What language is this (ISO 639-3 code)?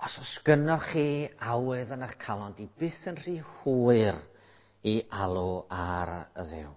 cym